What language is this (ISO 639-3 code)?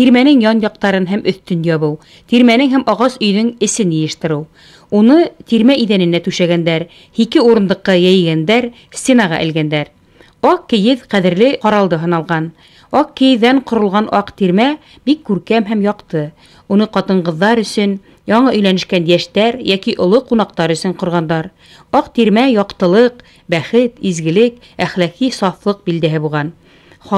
bak